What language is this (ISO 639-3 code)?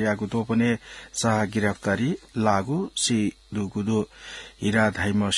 new